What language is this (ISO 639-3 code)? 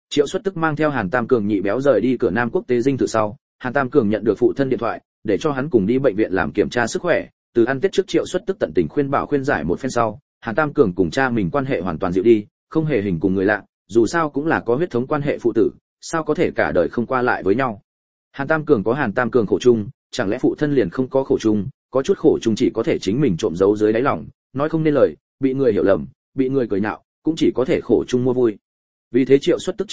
vie